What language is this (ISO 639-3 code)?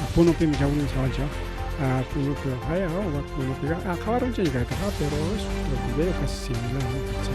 quy